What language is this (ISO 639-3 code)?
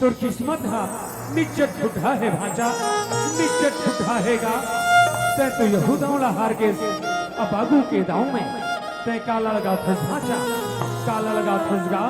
hne